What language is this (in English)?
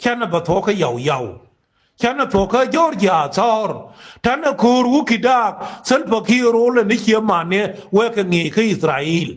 Nuer